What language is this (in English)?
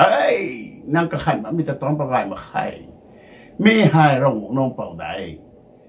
Rongmei Naga